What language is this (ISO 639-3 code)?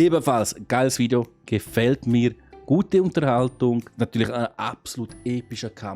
gsw